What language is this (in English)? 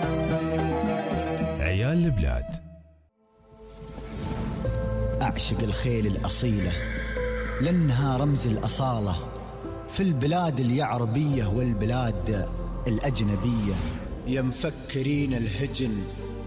Gulf Arabic